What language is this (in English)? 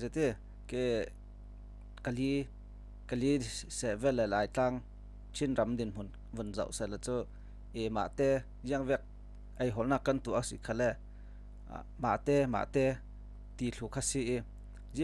Falam Chin